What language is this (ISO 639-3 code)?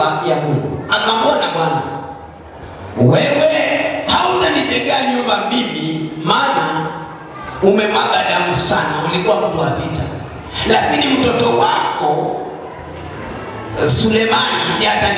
swa